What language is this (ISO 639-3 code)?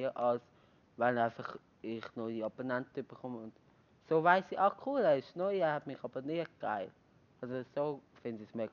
gsw